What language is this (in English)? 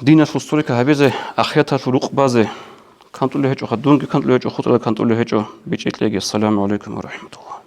Avaric